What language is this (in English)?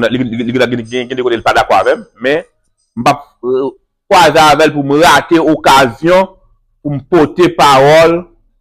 Haitian Creole